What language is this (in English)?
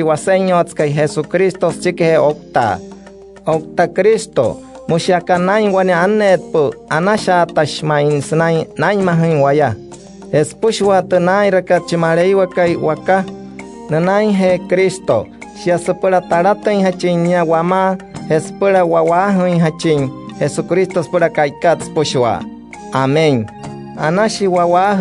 Wayuu